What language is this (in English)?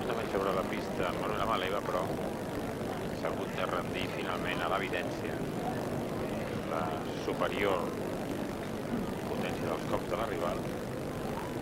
Catalan